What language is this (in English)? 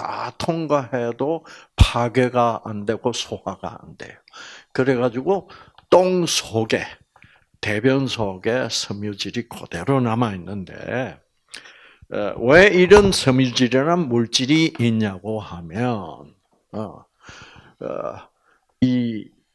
Korean